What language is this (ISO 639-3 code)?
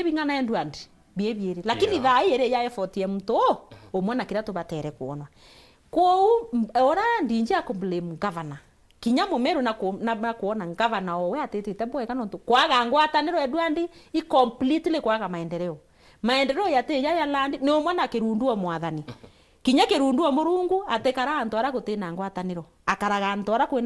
mer